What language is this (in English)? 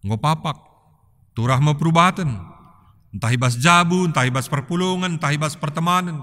Batak Karo